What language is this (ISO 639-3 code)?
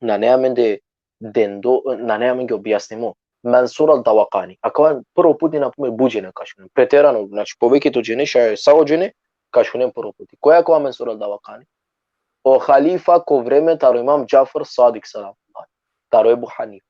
rmn